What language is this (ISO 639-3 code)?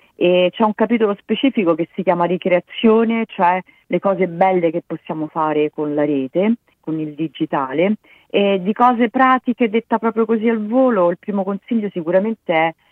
ita